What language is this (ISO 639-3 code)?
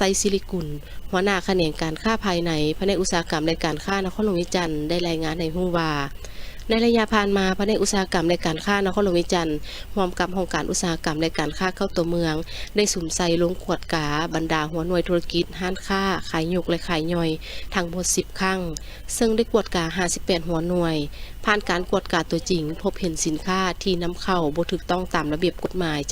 lao